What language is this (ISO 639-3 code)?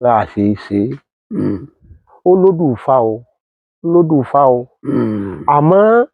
yor